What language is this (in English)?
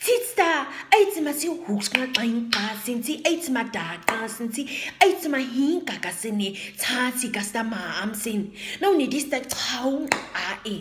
Nama